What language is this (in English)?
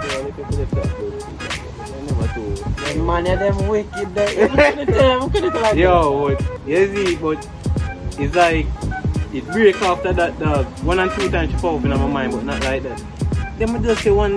Jamaican Creole English